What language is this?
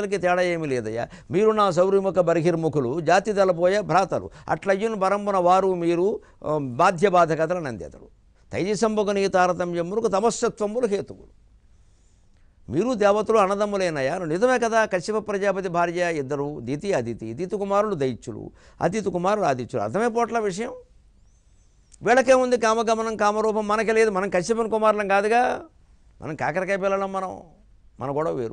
Telugu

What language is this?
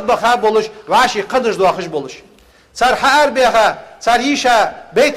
Ingush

